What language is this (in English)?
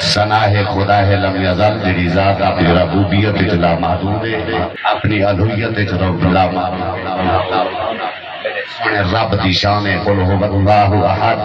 Saraiki